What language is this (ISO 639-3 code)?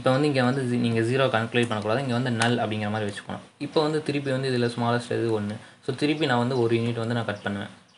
tam